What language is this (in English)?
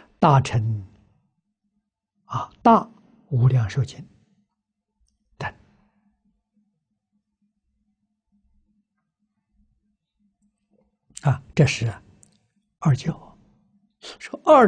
Chinese